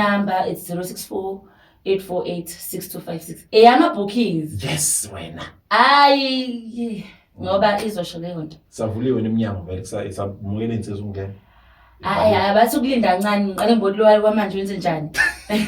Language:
Zulu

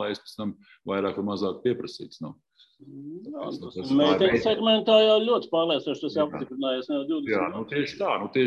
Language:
Latvian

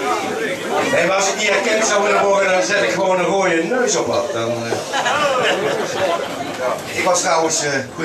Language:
Dutch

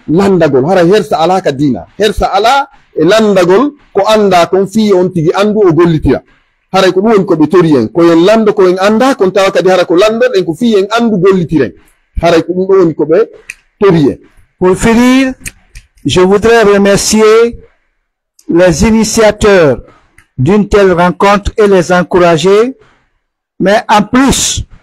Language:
Pular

